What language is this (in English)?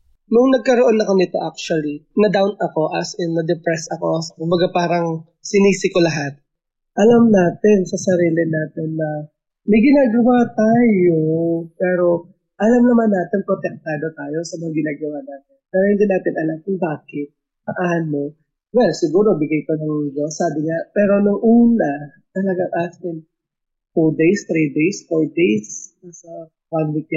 Filipino